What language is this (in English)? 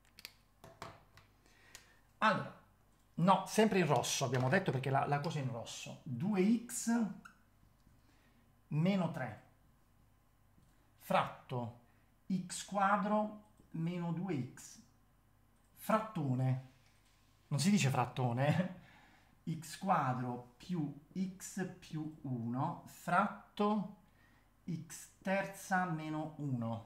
Italian